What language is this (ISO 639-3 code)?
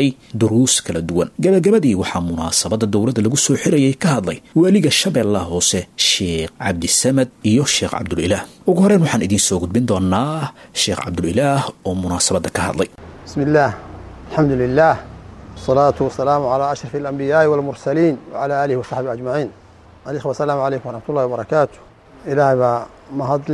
som